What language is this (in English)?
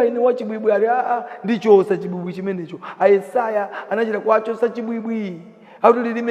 Nyanja